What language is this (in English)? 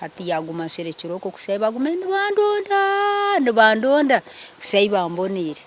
Nyankole